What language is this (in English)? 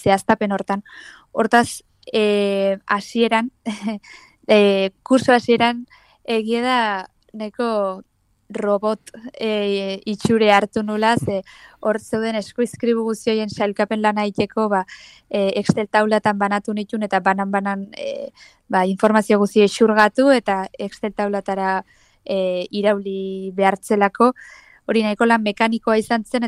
Basque